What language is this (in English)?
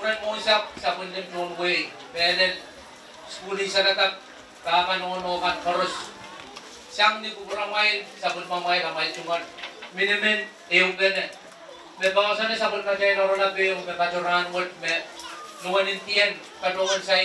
Pohnpeian